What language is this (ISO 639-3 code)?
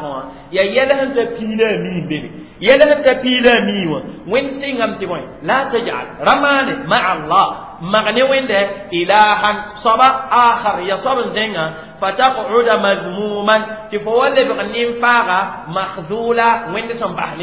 mos